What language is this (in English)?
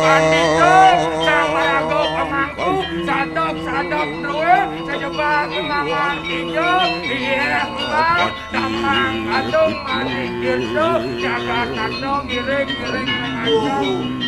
Balinese